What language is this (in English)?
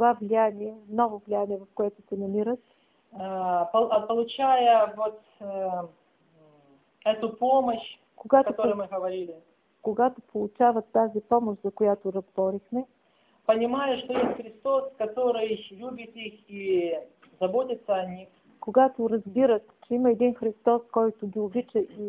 Bulgarian